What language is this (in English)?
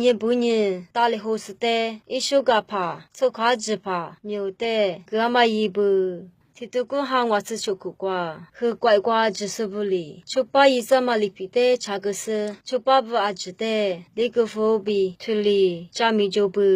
Lisu